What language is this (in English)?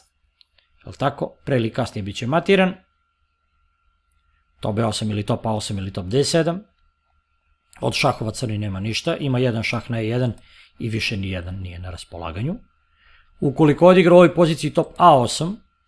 Serbian